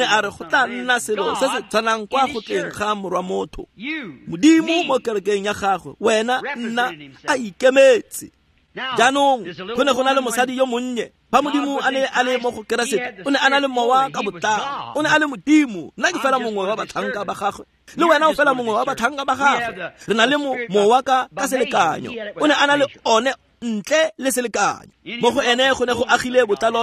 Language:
Tswana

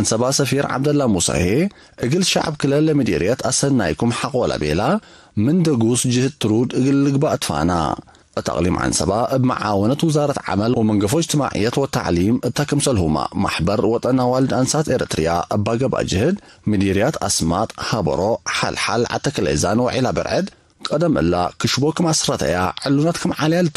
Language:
Tigre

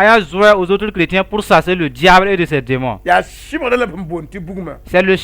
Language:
Mossi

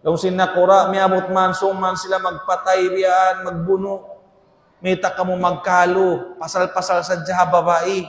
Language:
Tausug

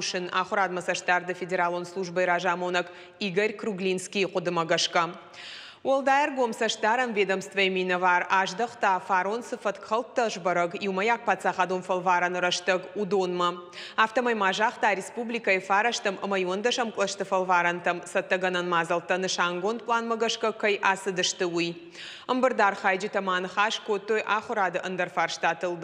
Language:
Ossetic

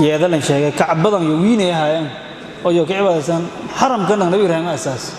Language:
Somali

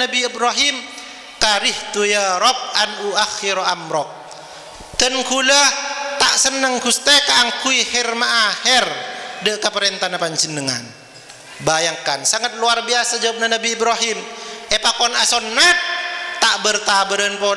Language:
Madurese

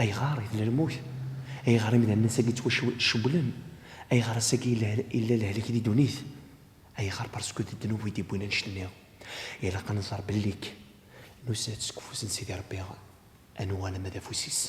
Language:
Kabyle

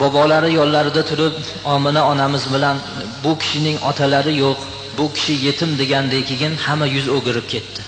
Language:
Uzbek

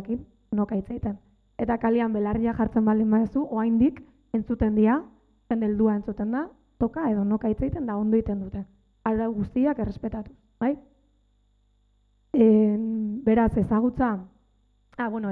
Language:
Basque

